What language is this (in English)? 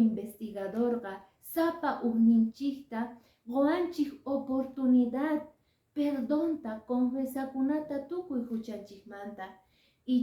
Quechua